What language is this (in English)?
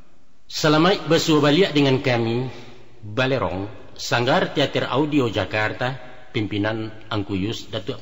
Minangkabau